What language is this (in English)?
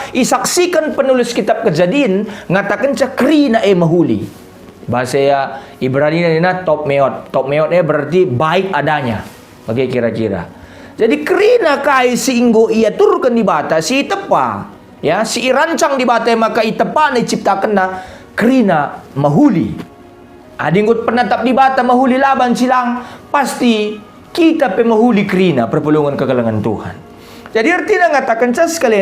Batak Karo